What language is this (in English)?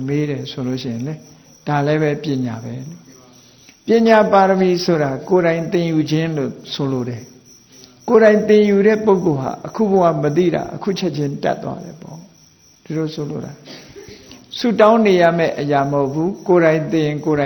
Burmese